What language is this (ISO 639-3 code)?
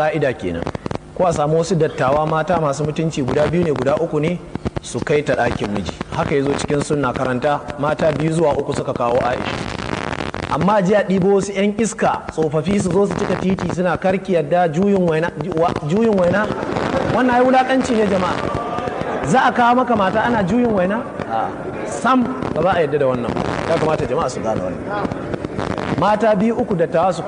hau